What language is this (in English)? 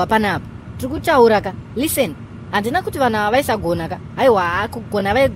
Shona